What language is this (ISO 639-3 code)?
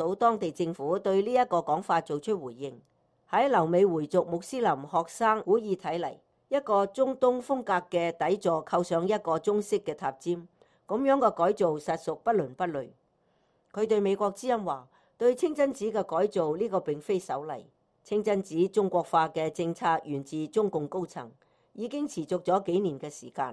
yue